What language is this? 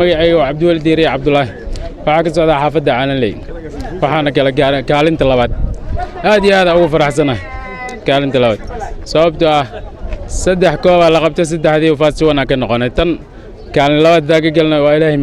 Somali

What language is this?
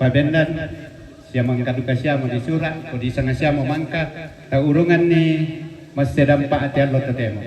Toraja-Sa'dan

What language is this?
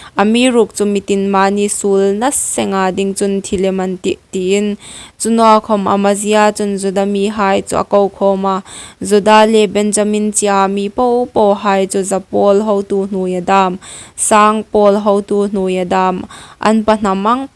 Hmar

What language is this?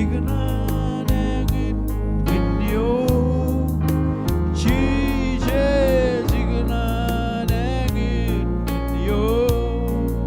Marshallese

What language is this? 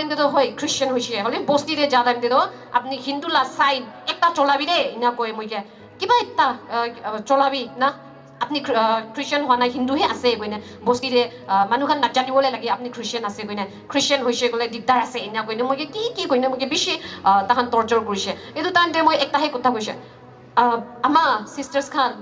Naga Pidgin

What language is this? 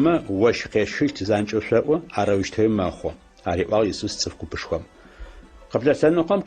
Adyghe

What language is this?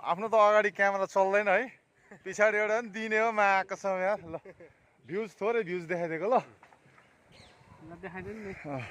Nepali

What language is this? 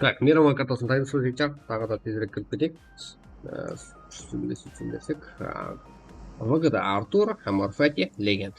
Kara-Kalpak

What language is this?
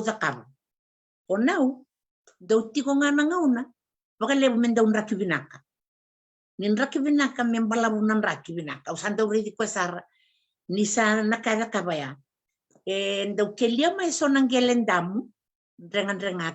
Fijian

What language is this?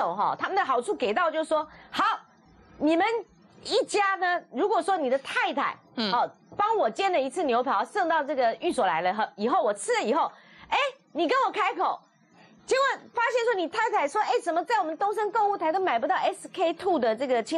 Chinese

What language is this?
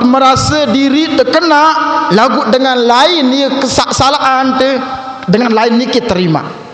Sasak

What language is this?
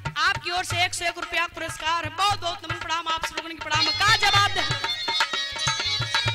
Bhojpuri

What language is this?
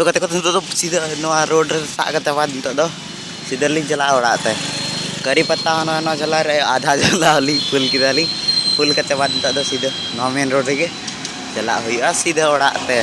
Santali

